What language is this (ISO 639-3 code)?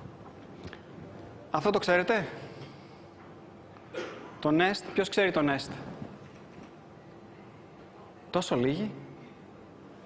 ell